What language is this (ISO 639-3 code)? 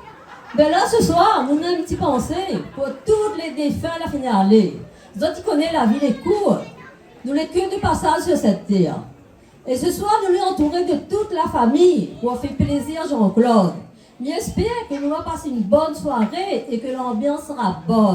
rcf